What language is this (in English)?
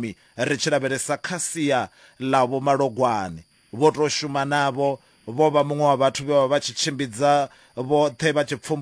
Venda